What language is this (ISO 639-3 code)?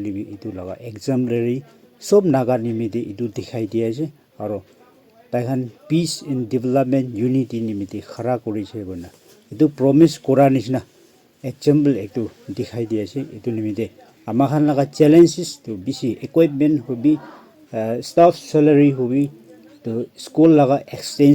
nag